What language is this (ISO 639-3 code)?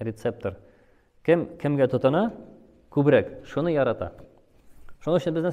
tat